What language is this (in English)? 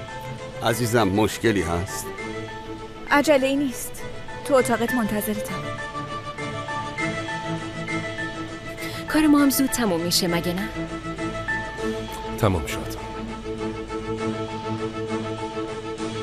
Persian